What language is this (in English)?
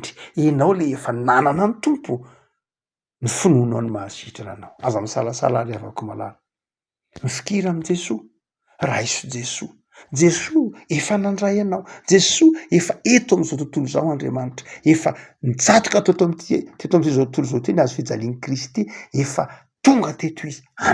Malagasy